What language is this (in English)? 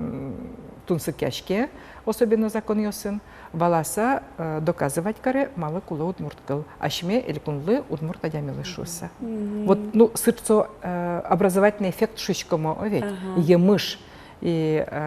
Udmurt